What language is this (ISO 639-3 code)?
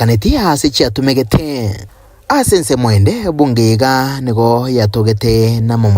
guz